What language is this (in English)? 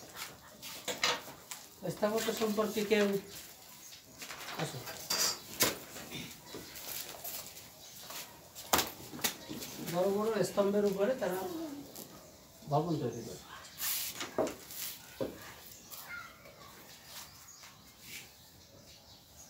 Bangla